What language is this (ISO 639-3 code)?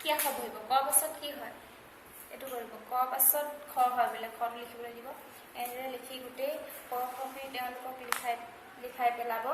asm